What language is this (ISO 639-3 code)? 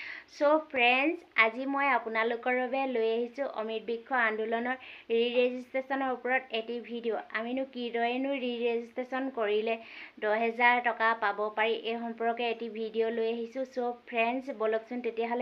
asm